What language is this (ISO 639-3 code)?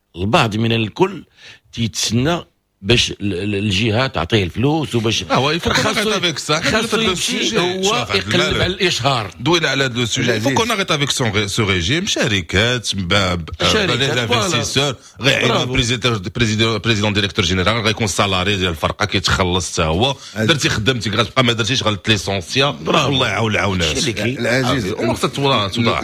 ary